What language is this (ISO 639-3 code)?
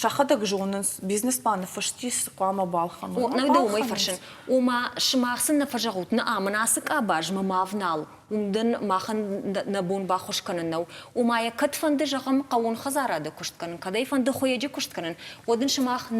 oss